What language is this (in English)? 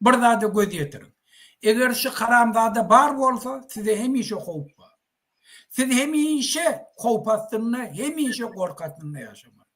Turkmen